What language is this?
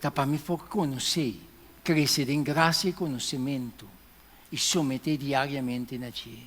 Papiamento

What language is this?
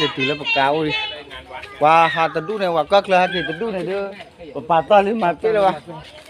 S'gaw Karen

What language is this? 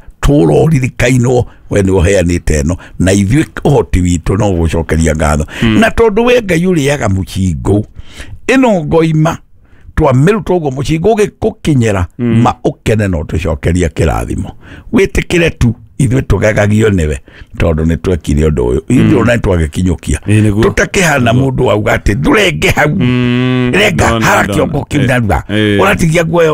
Kikuyu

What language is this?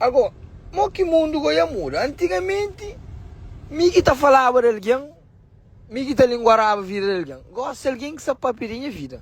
Kabuverdianu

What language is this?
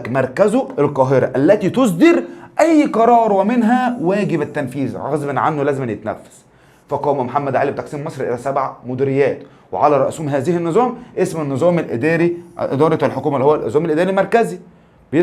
Egyptian Arabic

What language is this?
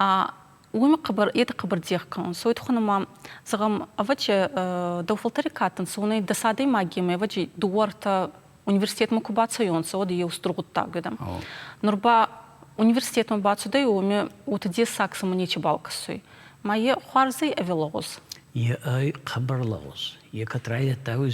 Ossetic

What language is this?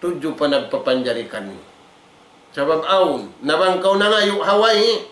Tausug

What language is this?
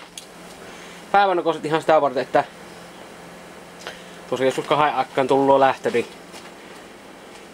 Finnish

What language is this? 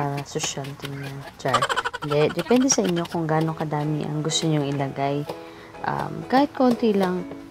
Filipino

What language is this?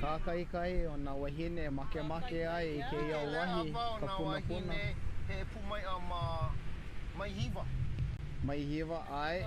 Hawaiian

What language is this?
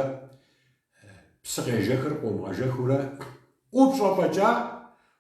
Kabardian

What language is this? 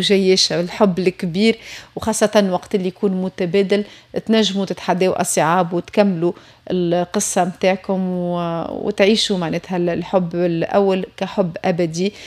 Tunisian Arabic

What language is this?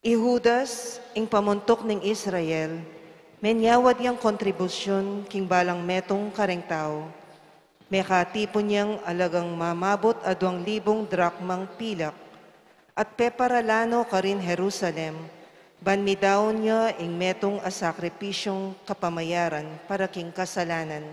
Pampanga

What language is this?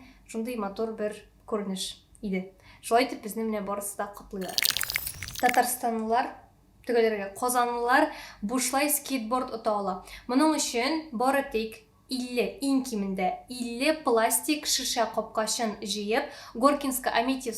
Tatar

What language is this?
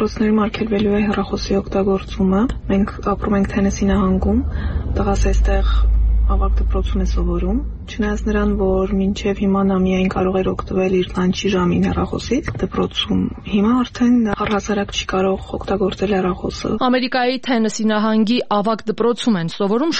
Armenian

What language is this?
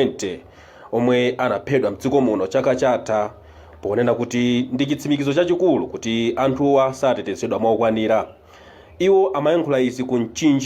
Nyanja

